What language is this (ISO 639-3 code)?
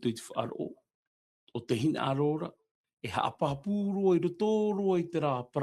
tah